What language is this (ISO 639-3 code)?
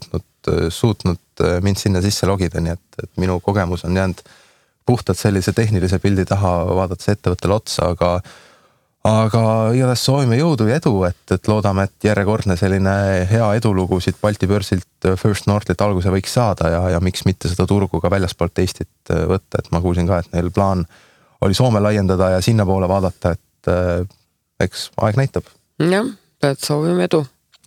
est